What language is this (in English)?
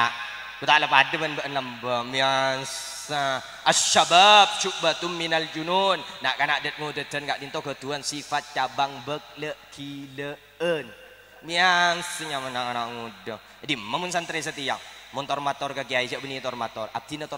Madurese